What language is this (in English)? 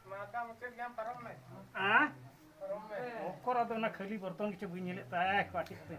Santali